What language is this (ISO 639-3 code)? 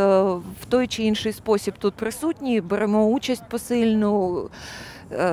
ukr